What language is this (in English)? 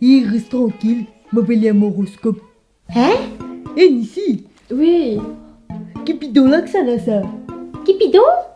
Morisyen